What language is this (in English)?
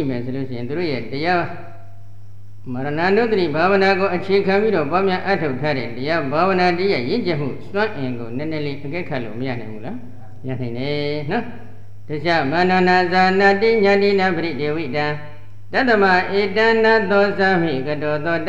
Burmese